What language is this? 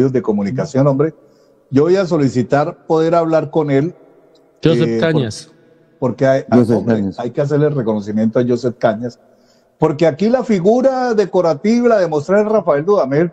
Spanish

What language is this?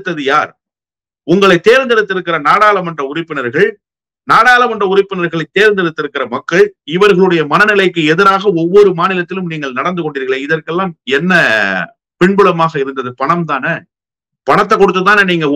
Tamil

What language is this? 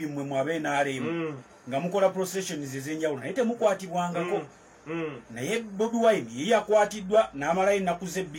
Ganda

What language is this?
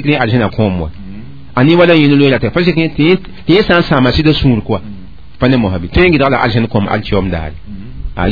Mossi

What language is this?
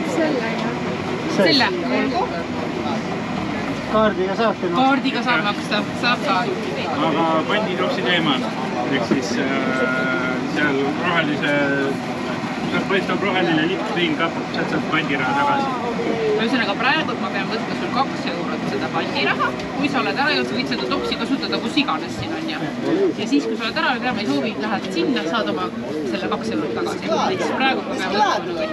Estonian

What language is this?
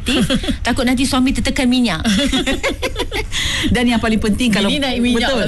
Malay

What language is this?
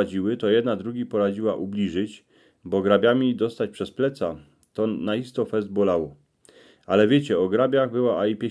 Silesian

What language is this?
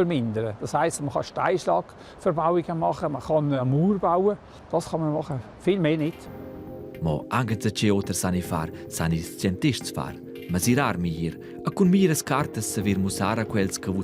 Romansh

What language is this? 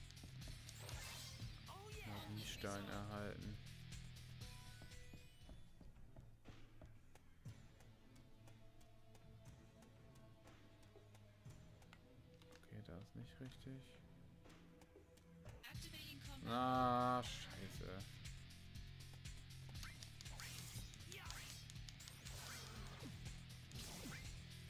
German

